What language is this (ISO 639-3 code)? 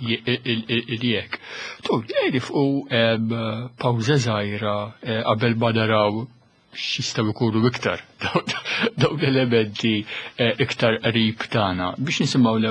mlt